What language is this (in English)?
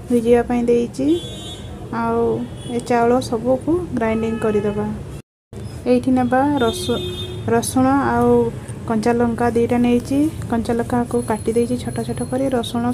Odia